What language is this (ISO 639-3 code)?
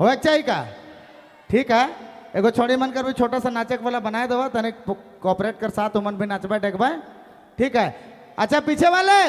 sck